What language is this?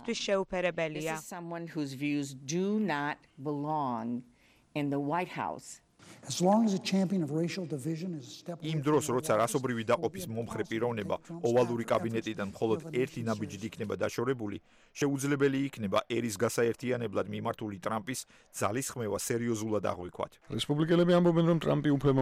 Georgian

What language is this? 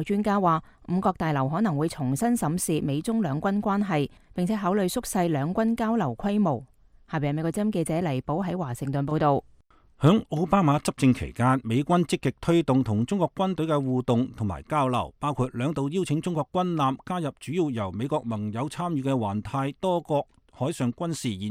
Cantonese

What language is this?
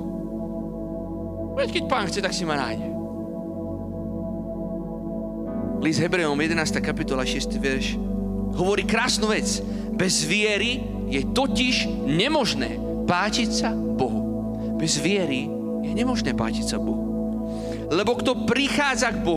Slovak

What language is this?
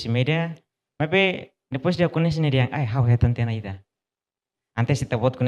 Tetum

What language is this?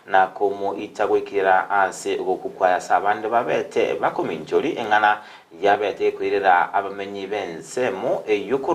Gusii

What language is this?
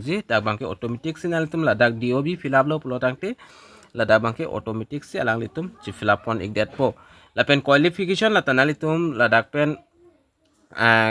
Karbi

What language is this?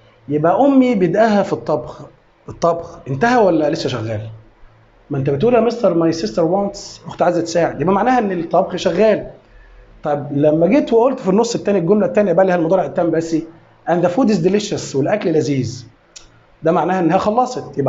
Egyptian Arabic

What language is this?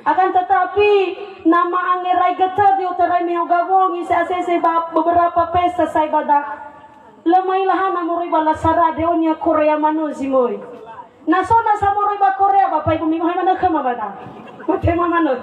Nias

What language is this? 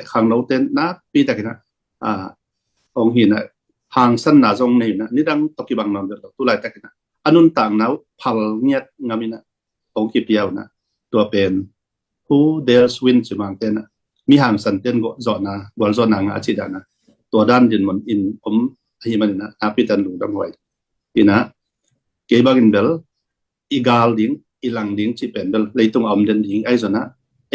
Tedim Chin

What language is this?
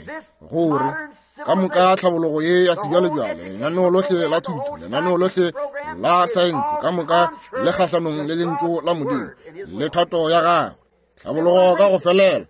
Northern Sotho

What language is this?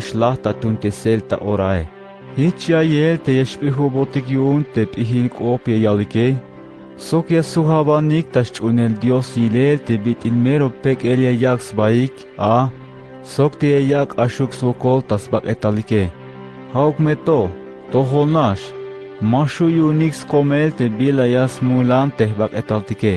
Tzeltal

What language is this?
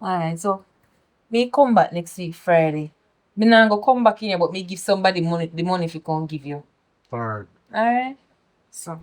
Jamaican Creole English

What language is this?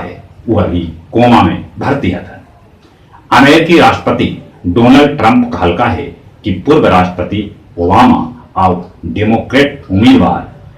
Magahi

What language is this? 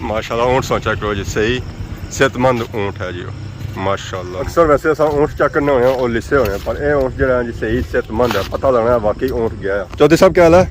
Pahari-Potwari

